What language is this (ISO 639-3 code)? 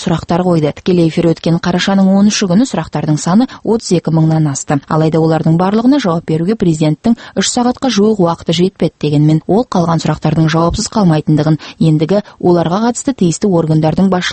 kaz